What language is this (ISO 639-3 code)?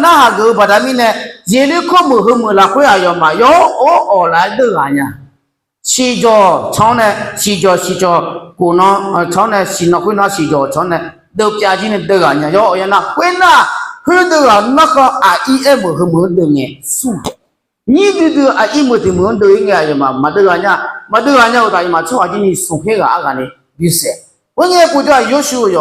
ahk